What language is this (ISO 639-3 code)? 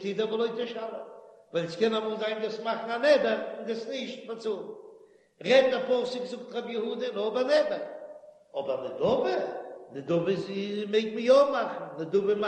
yid